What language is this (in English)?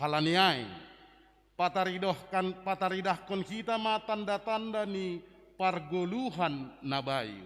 Batak Simalungun